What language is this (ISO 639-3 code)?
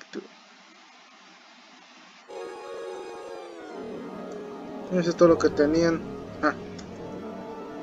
spa